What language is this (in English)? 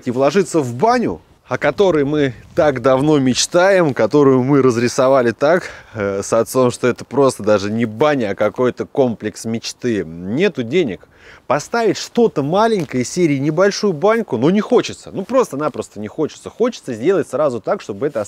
Russian